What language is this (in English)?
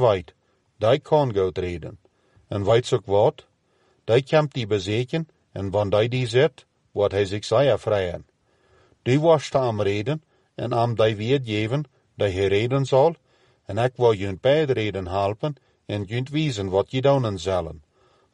Plautdietsch